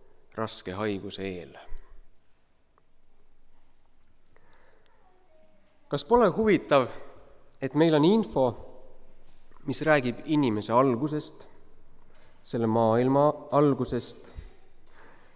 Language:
Estonian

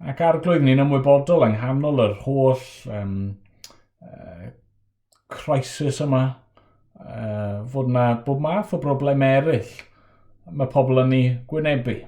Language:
Welsh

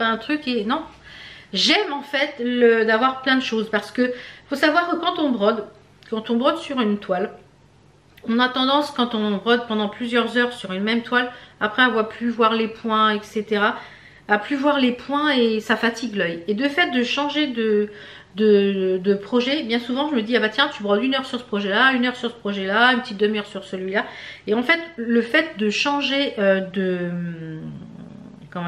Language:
French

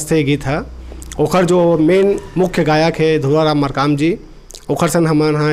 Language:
Chhattisgarhi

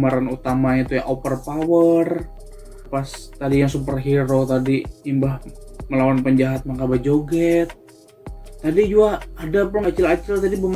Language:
Banjar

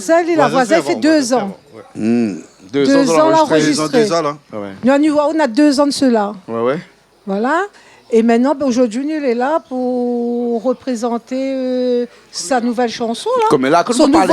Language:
Réunion Creole French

